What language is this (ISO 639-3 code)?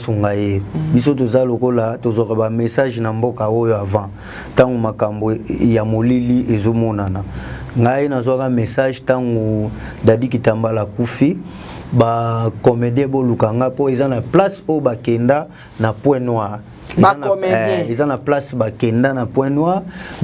lin